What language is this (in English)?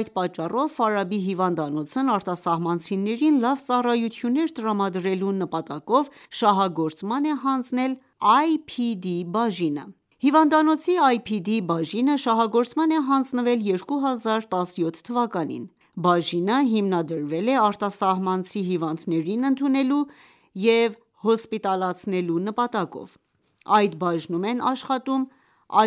Armenian